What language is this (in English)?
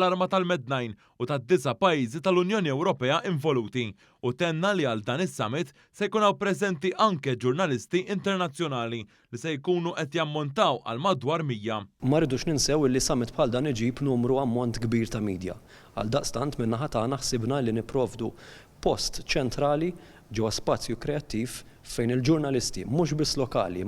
Maltese